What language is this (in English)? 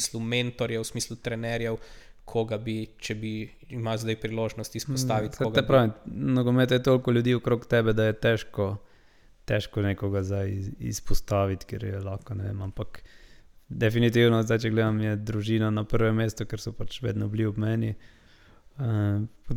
Slovenian